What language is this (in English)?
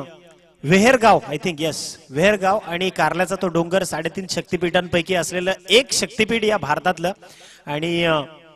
Marathi